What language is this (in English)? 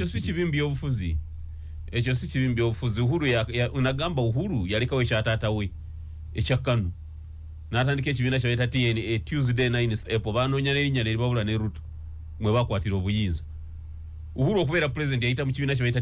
Ganda